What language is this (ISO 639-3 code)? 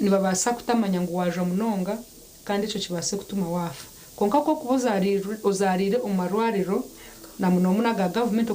nyn